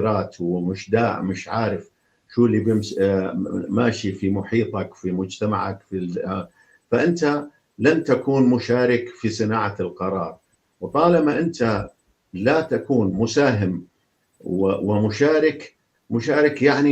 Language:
North Levantine Arabic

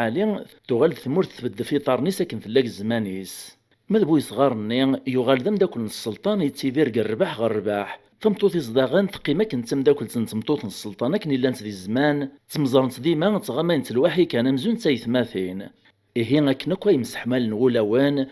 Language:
Kabyle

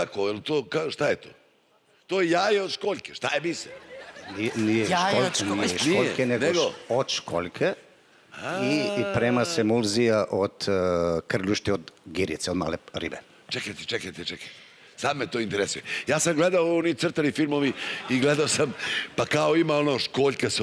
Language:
Serbian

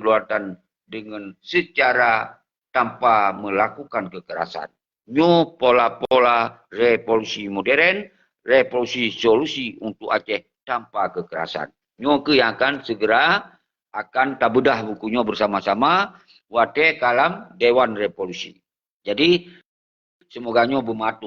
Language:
Achinese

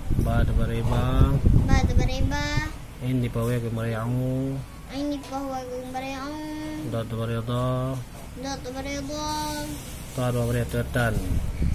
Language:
Achinese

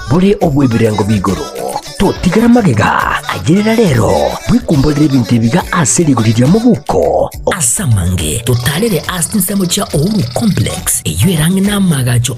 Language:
Gusii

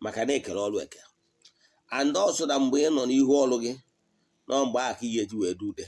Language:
Igbo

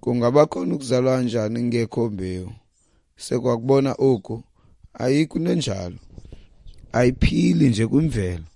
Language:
Xhosa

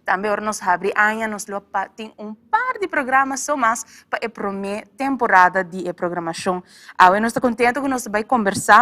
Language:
Papiamento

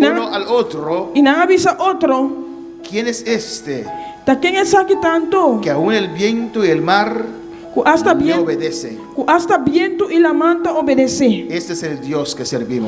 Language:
Papiamento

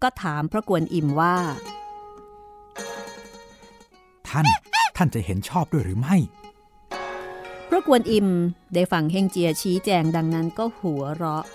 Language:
Thai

